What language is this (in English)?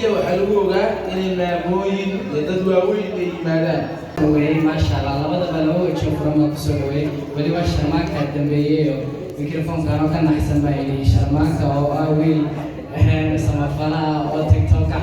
Somali